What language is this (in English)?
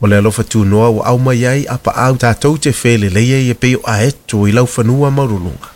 Samoan